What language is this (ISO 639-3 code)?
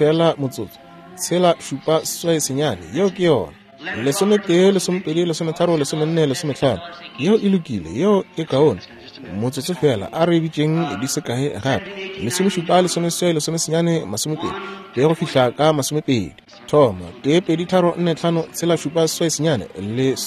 nso